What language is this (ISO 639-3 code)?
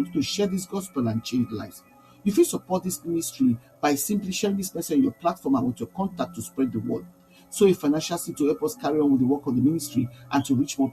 pcm